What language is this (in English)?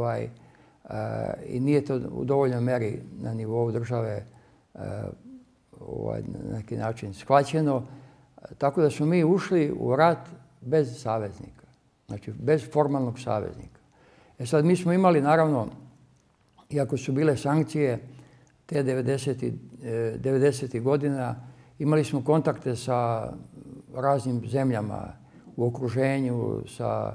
Serbian